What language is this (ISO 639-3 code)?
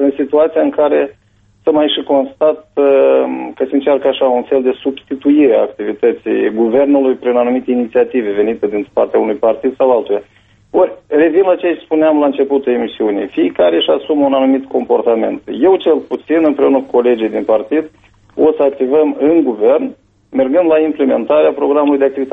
ron